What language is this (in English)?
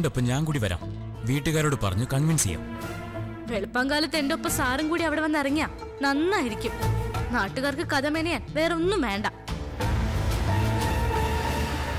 Malayalam